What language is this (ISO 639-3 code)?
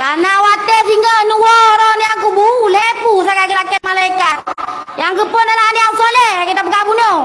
ace